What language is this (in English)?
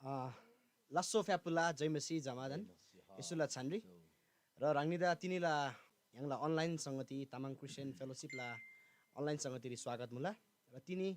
Eastern Tamang